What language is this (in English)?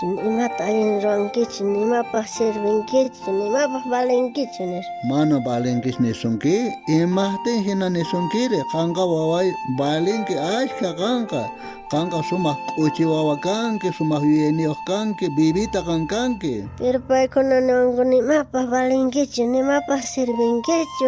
South Bolivian Quechua